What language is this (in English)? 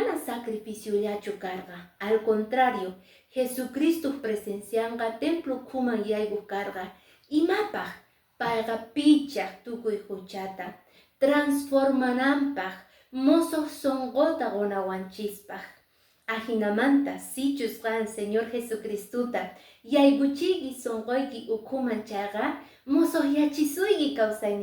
Quechua